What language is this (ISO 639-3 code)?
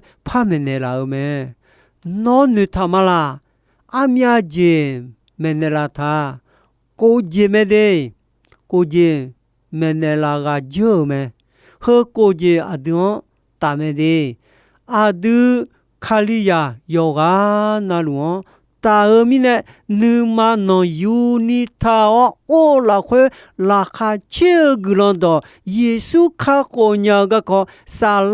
ahk